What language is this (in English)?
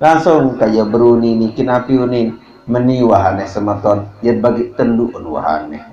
Sasak